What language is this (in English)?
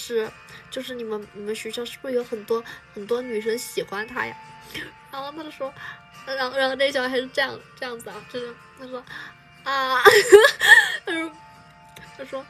Chinese